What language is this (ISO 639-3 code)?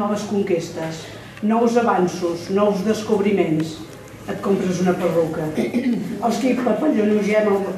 cat